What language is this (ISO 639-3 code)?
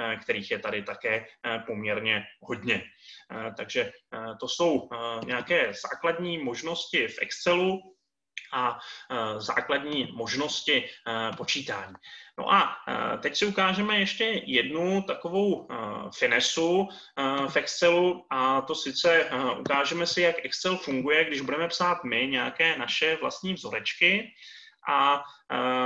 ces